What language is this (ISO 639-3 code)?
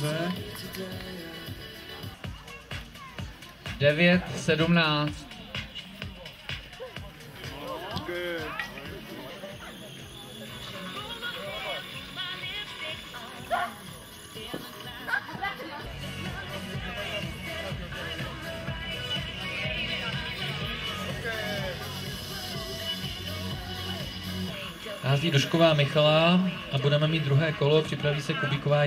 ces